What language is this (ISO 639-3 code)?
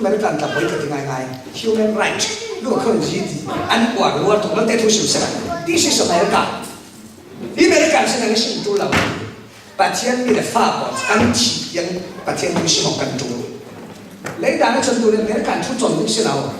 cfm